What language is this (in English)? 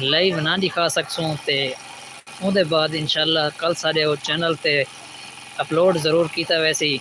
Saraiki